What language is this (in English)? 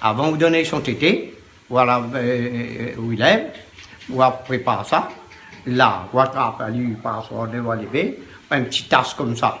Réunion Creole French